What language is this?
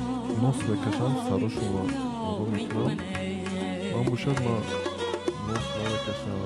Tajik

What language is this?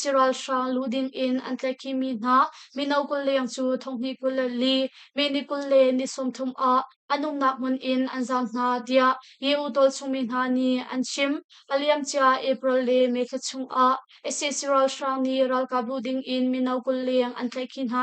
Hakha Chin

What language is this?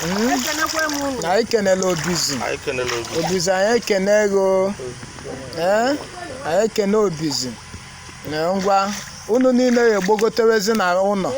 Igbo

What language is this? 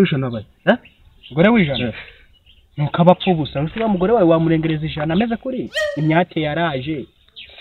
Kinyarwanda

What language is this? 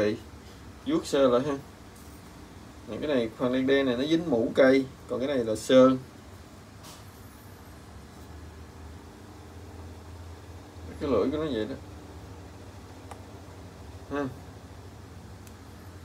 Vietnamese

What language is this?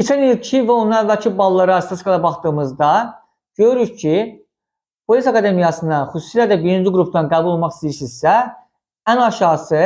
Azerbaijani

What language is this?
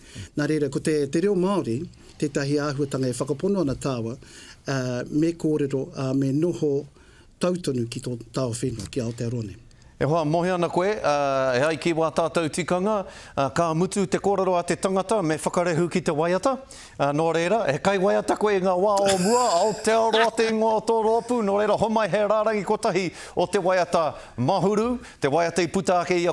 Māori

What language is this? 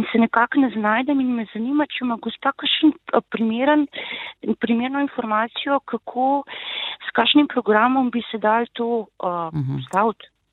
Slovenian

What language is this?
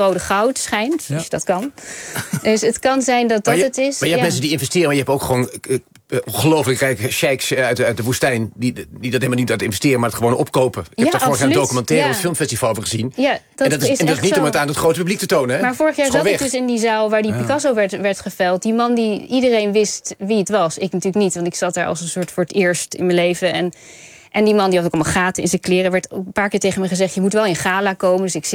Dutch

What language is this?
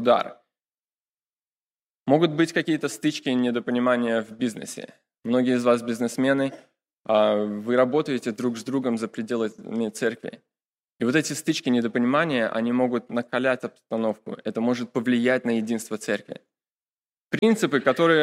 Russian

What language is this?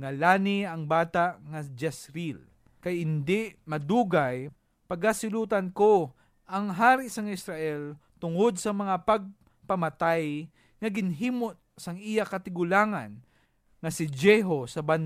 Hiligaynon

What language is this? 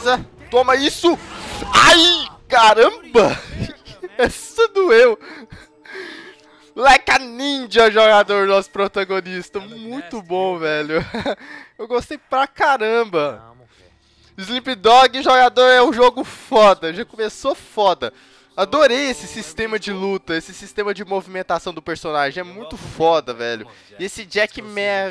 Portuguese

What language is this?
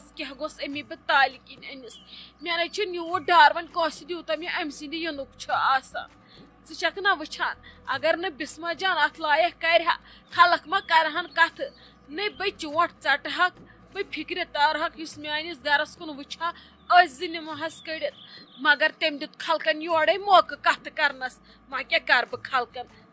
Kashmiri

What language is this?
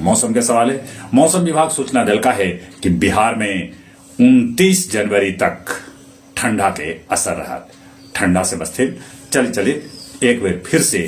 Magahi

